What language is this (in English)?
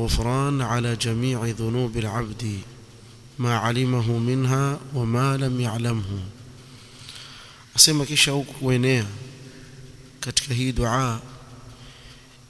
Swahili